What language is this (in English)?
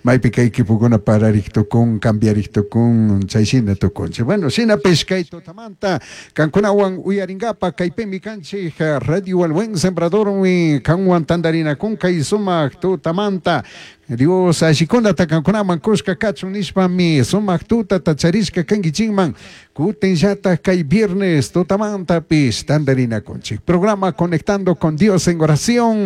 Chimborazo Highland Quichua